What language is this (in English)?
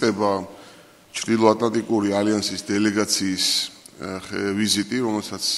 Georgian